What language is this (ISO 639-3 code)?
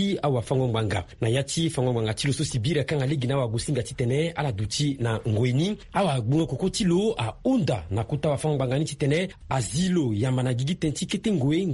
sag